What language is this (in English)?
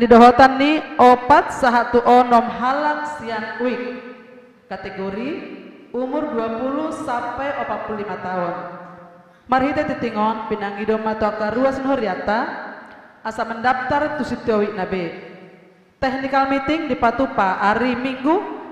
Batak Toba